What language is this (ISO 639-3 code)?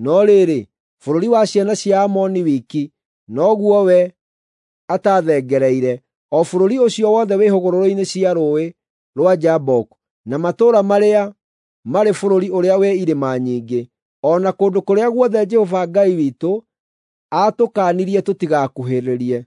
kik